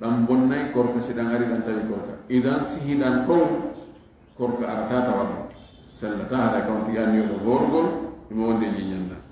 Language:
Fula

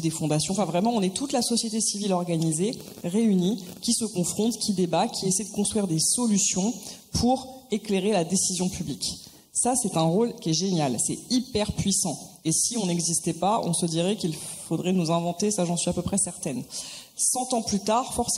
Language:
French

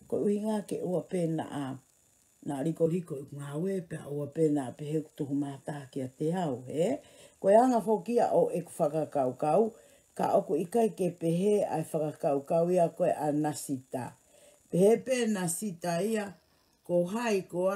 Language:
Tongan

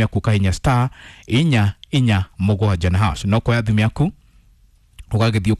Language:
Kikuyu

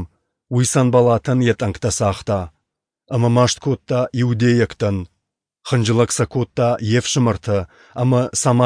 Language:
Ossetic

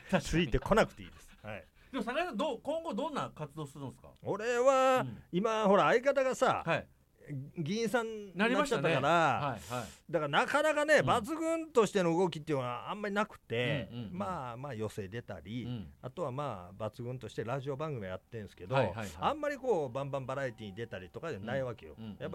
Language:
Japanese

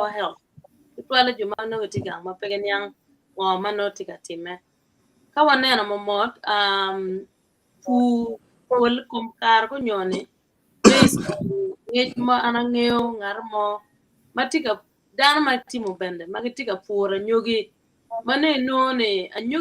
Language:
Acoli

